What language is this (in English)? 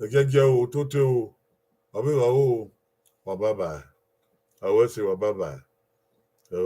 Bini